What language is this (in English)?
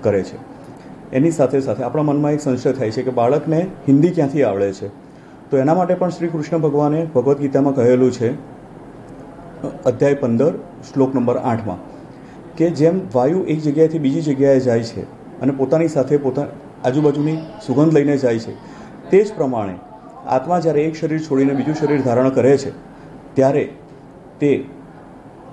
Gujarati